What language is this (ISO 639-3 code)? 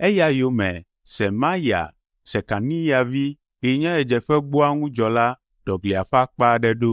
ewe